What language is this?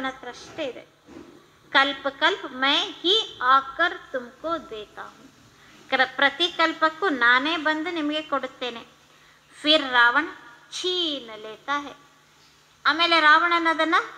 Kannada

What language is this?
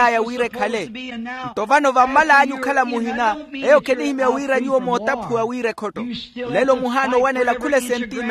Makhuwa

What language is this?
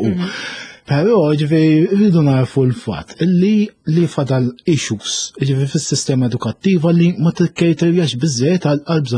Maltese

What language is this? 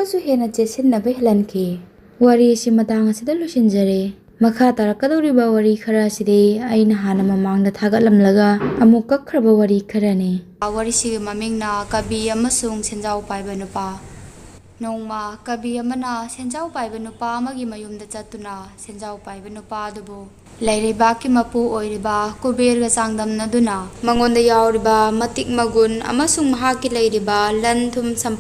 Manipuri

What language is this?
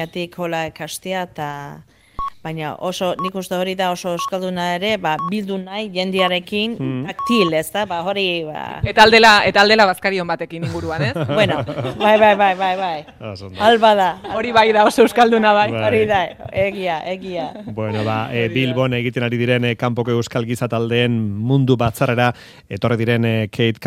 Basque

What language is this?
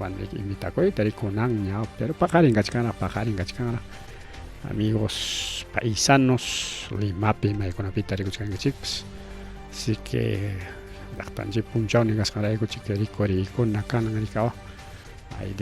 Ayacucho Quechua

